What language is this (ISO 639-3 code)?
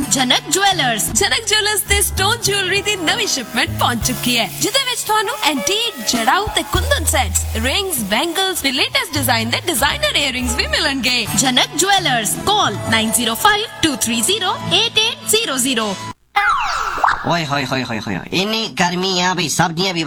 pan